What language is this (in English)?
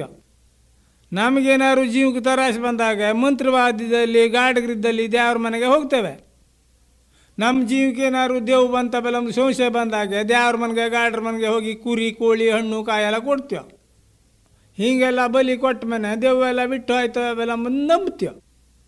Kannada